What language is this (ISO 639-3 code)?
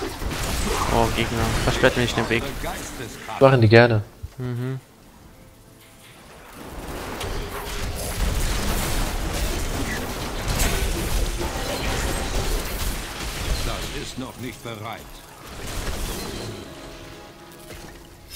deu